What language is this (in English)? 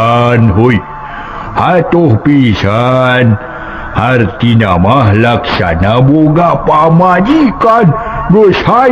Sundanese